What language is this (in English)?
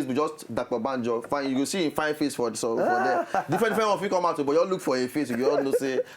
Nigerian Pidgin